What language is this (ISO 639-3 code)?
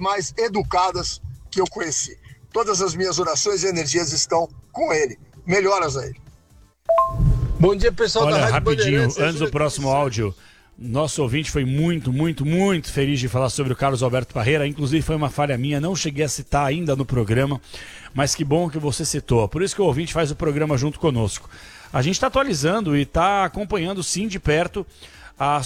por